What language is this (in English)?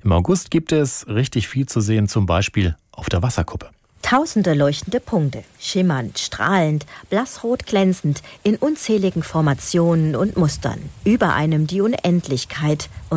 German